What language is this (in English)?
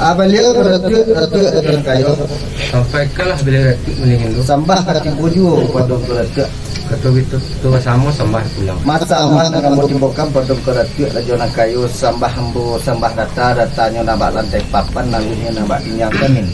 Minangkabau